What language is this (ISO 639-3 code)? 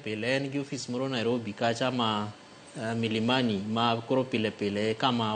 luo